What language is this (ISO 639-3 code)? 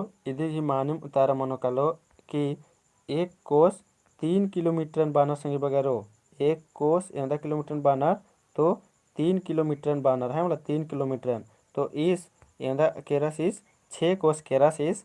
kru